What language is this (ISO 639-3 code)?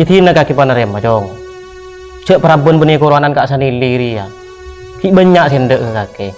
mad